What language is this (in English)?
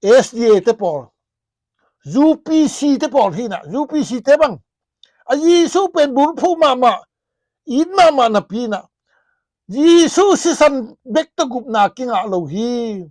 Tedim Chin